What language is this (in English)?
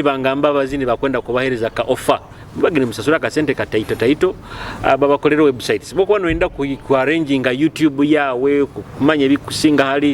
Nyoro